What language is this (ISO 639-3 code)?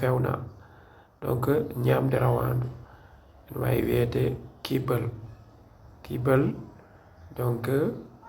ful